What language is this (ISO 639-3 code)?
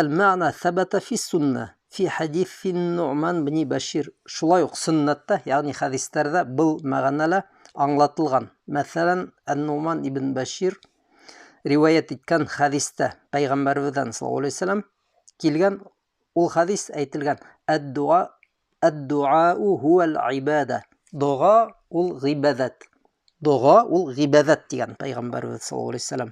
bak